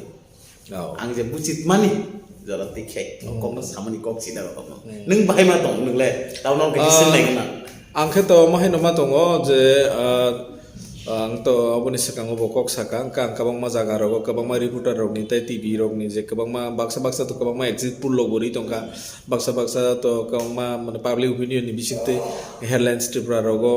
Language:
Kok Borok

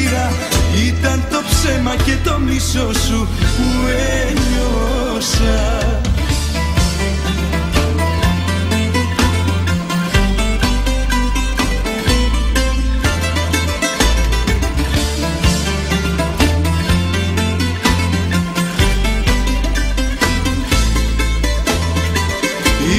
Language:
Greek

